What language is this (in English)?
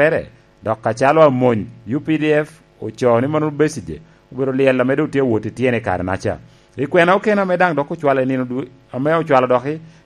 Lango (Uganda)